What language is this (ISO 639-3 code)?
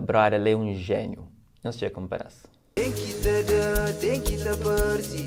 kea